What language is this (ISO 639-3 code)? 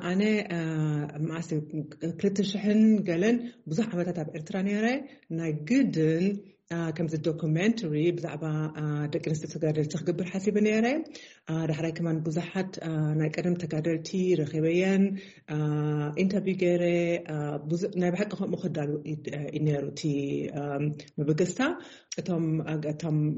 tir